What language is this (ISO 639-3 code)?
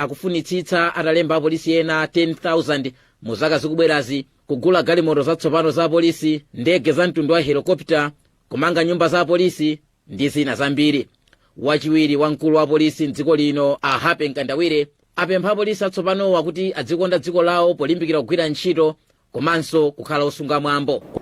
nya